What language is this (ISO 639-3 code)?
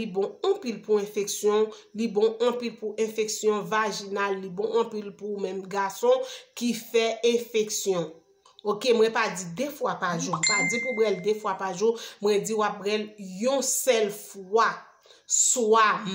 hat